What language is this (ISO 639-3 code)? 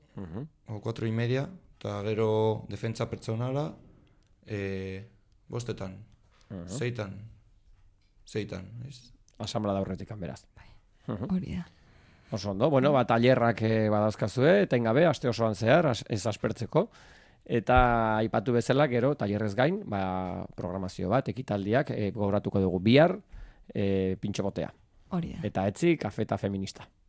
eus